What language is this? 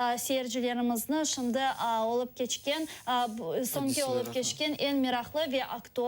Crimean Tatar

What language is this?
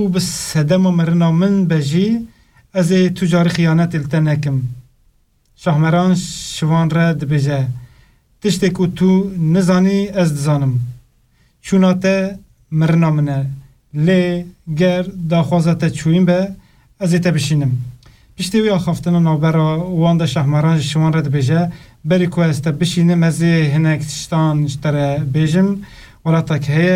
Kurdish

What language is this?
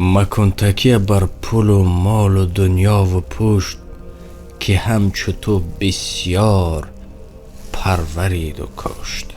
Tajik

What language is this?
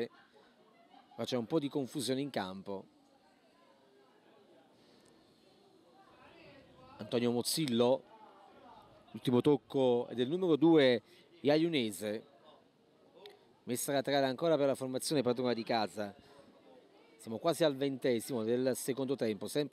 Italian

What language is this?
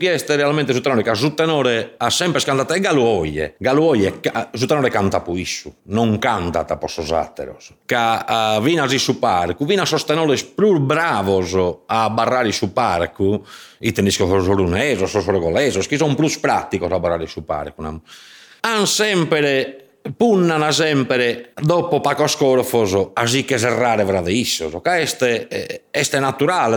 Sardinian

